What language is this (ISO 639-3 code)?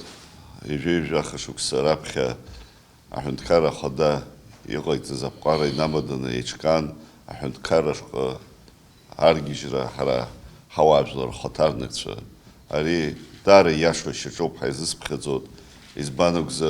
abk